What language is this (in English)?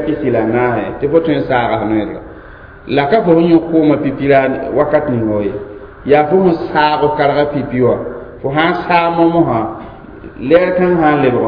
Mossi